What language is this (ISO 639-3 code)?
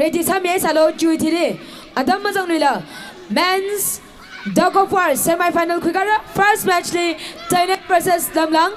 nmf